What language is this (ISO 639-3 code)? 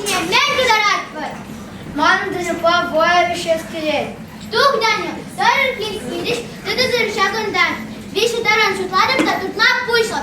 chv